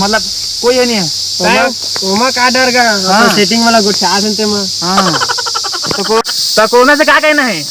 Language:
Chhattisgarhi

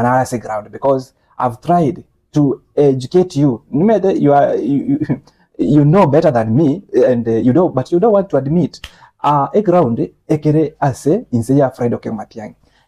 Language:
Gusii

